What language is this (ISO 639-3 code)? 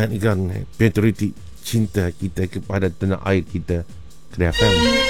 msa